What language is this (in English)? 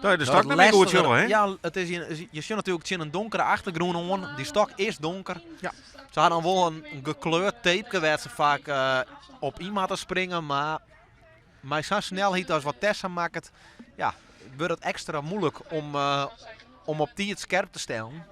Western Frisian